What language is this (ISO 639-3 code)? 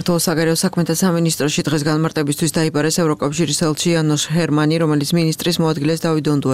kat